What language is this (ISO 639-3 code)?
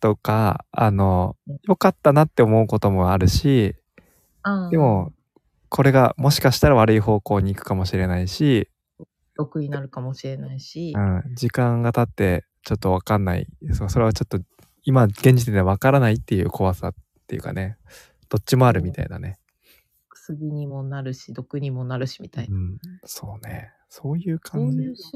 jpn